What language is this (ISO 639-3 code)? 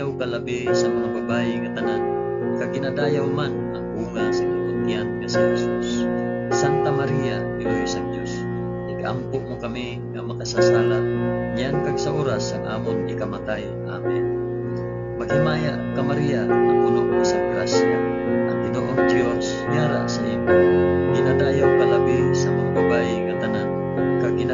hil